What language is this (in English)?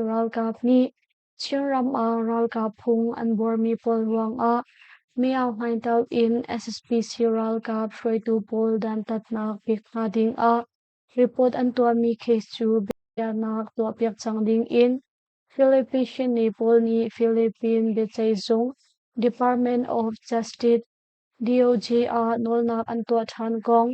Hakha Chin